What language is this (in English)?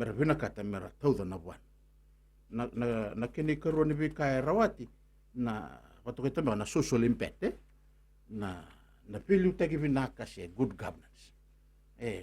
Fijian